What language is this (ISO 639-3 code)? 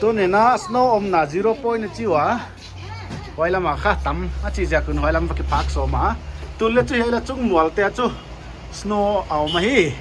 pck